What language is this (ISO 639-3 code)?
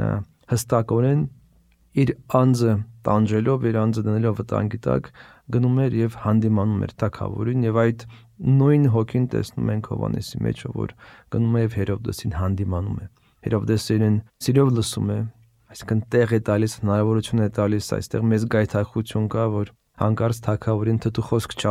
hye